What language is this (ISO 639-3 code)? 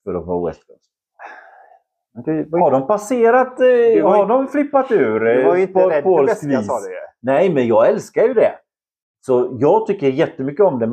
swe